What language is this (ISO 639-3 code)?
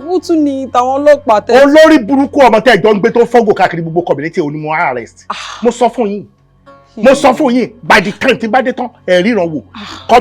yor